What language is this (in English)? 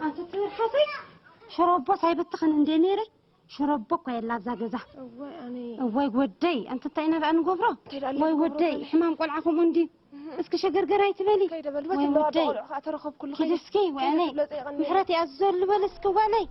Tigrinya